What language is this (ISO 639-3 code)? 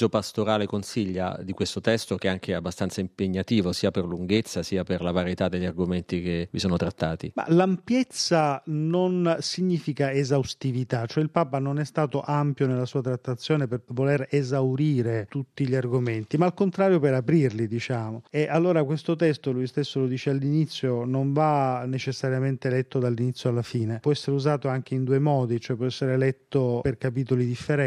ita